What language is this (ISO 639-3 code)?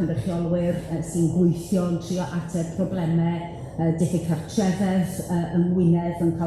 cym